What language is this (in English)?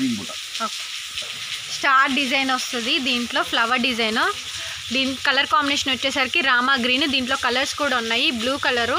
Telugu